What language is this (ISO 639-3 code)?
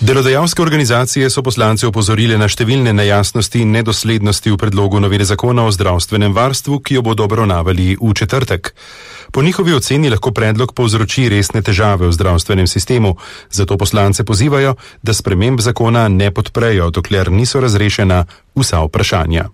slv